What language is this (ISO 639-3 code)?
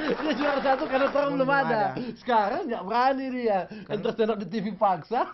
xmm